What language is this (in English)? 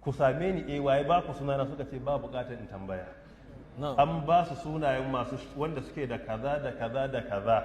Hausa